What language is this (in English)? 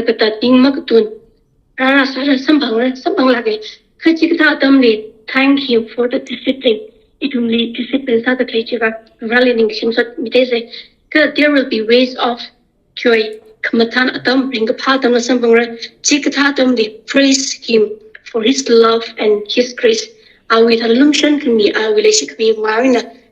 Tangkhul Naga (India)